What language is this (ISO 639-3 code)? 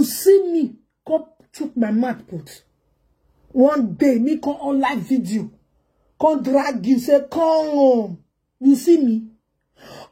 pcm